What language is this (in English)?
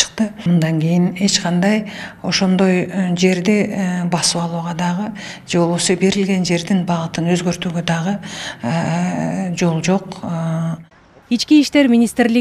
Kyrgyz